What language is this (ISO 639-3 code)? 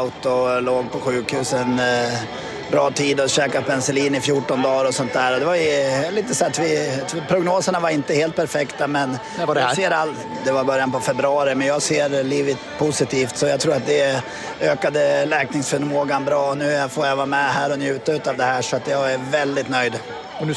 swe